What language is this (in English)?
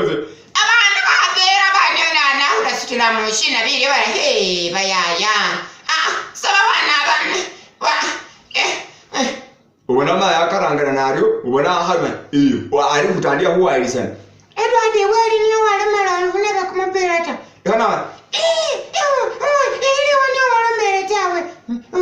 Masaaba